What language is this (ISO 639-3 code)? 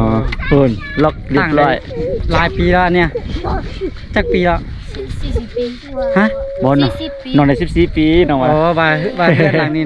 lao